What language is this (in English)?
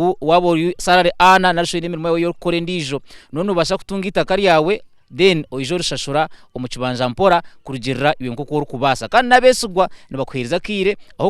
Nyankole